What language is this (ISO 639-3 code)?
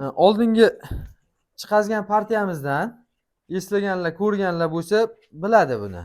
uzb